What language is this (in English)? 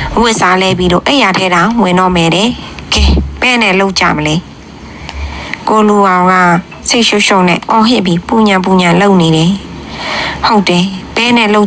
Burmese